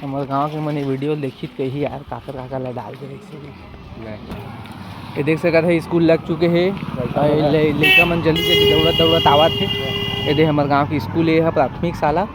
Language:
Chhattisgarhi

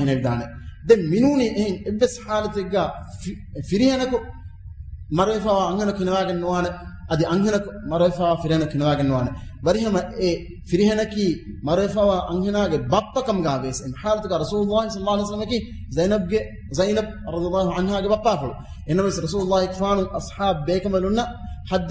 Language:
Divehi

